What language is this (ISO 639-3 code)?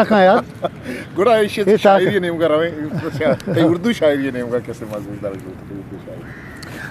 bgp